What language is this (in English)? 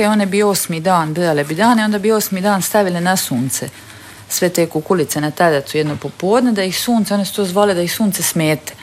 Croatian